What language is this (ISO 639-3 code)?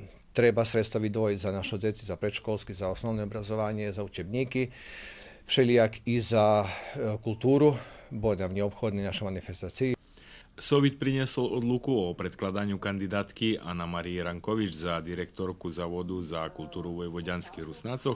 rue